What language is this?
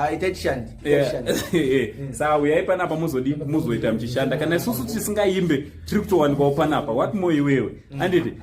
Shona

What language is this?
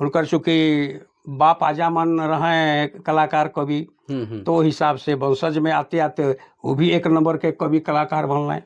Sadri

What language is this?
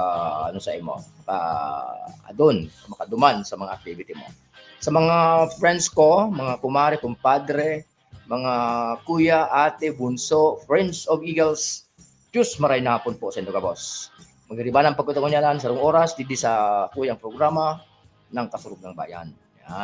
Bikol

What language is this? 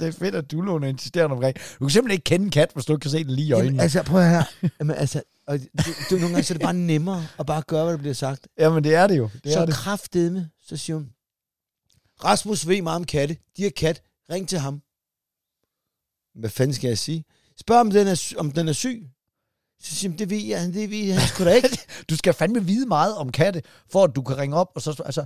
Danish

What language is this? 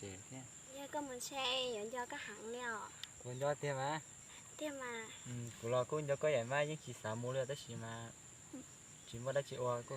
Hmong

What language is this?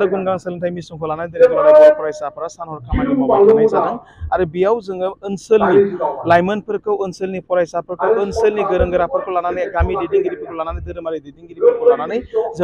Bodo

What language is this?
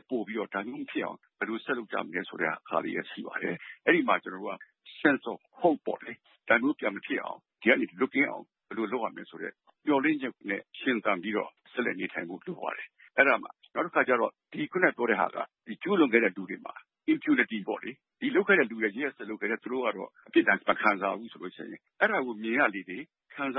Burmese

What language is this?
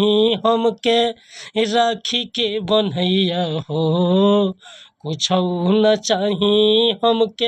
Bhojpuri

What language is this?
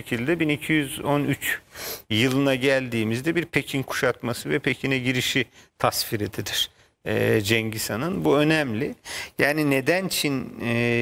Turkish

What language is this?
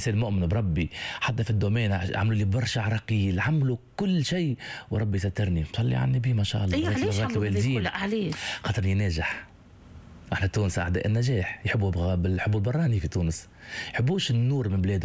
Tunisian Arabic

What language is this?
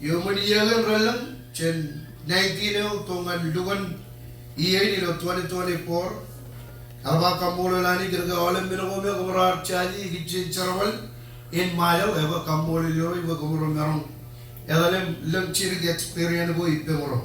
Marshallese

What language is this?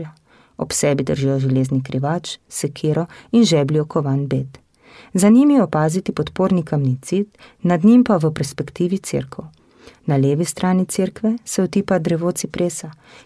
Slovenian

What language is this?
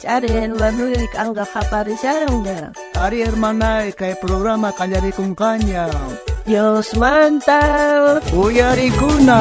South Bolivian Quechua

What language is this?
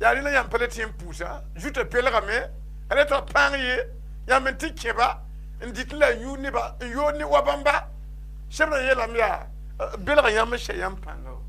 Mossi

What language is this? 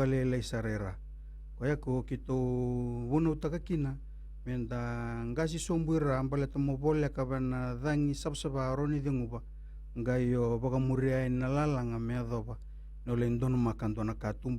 Fijian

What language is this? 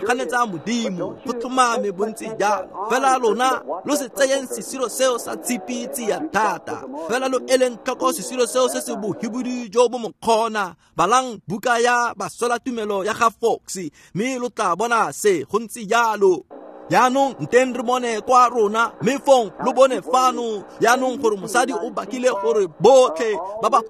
Tswana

